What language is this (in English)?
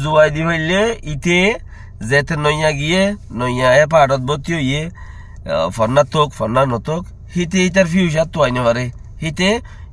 Rohingya